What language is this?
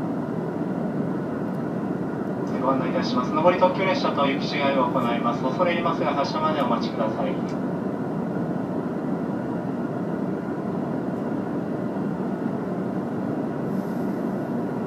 Japanese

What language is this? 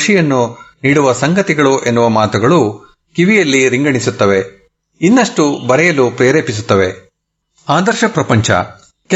Kannada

